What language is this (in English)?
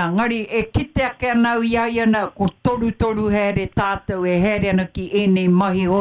Māori